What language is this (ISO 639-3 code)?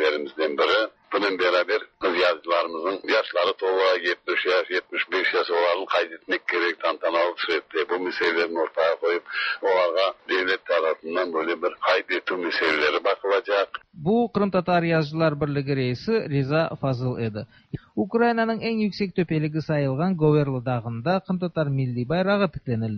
tat